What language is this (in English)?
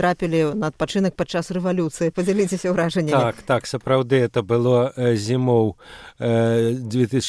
Belarusian